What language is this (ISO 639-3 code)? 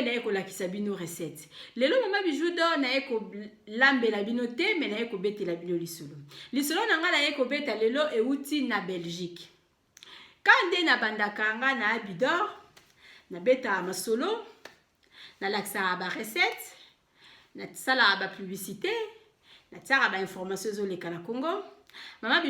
lin